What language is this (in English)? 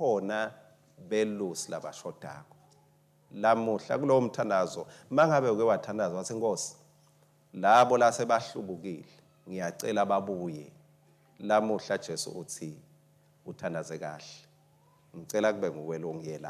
Swati